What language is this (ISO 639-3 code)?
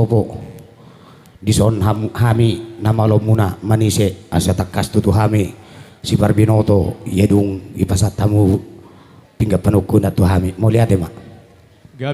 bbc